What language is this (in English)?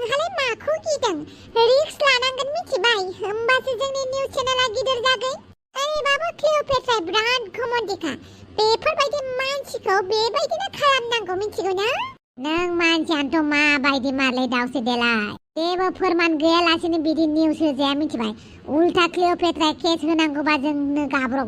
Bodo